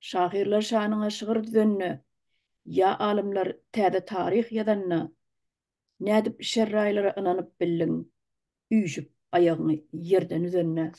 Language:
Turkmen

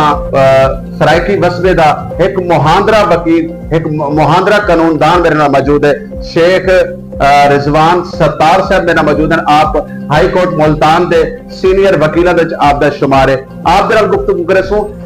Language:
Saraiki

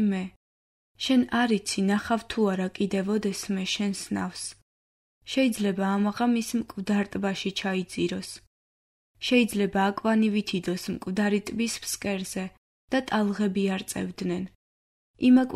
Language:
Georgian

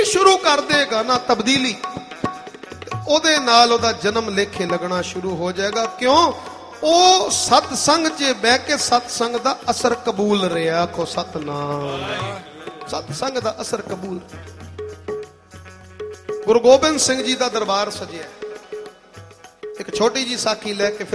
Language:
Punjabi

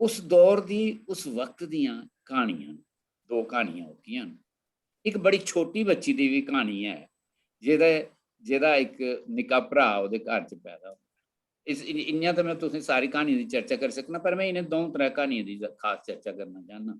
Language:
Dogri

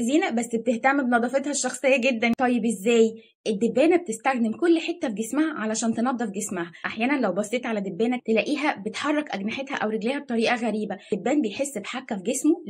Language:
Egyptian Arabic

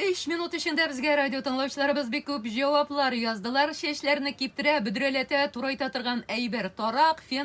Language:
Tatar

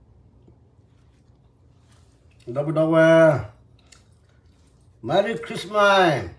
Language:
S'gaw Karen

